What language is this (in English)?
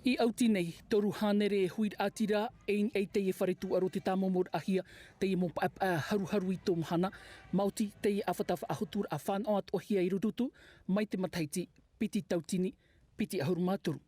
Tahitian